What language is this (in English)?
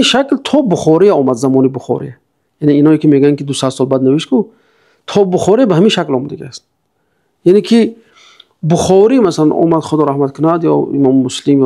Tajik